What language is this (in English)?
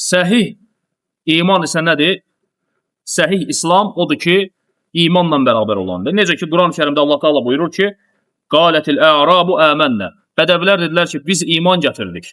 Azerbaijani